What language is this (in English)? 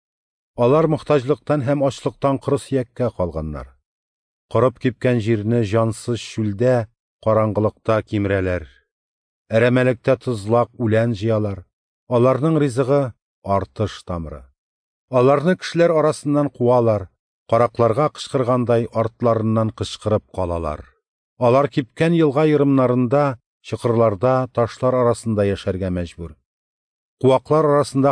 Tatar